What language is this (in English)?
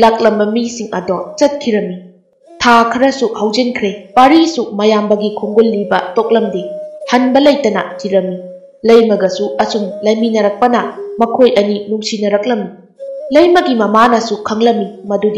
Manipuri